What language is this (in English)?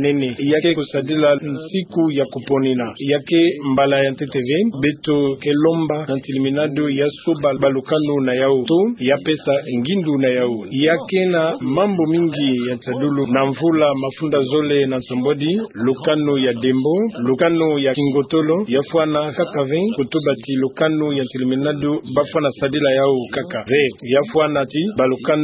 Kituba (Democratic Republic of Congo)